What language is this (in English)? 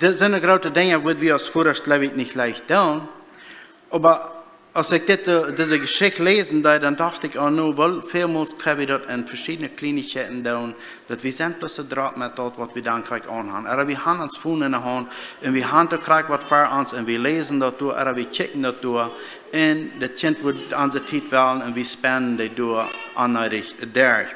Plautdietsch